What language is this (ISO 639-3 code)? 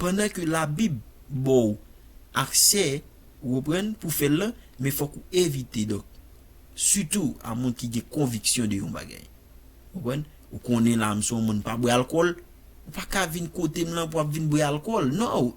hat